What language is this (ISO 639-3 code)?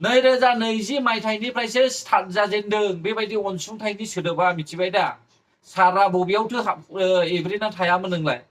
brx